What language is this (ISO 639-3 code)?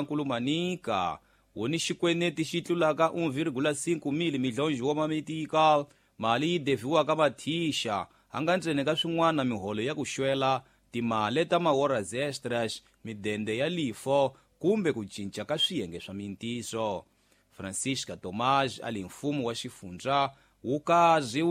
tso